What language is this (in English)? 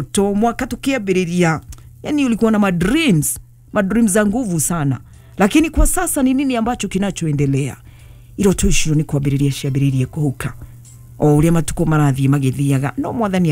Kikuyu